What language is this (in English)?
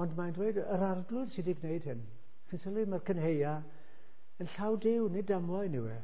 Welsh